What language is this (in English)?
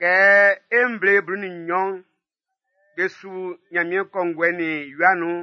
Baoulé